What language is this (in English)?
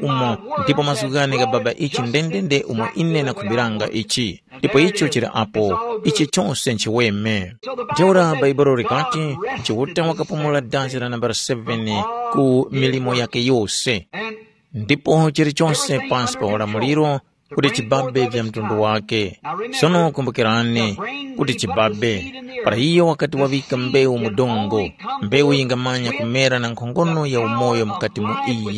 Tumbuka